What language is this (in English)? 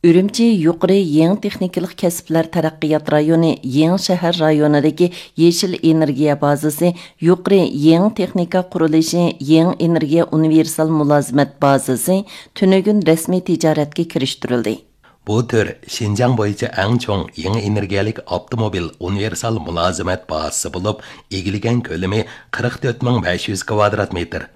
Uyghur